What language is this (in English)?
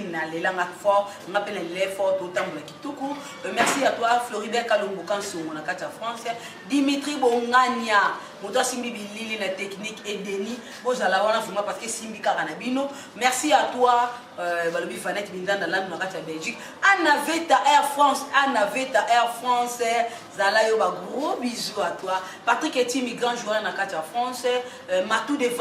Lingala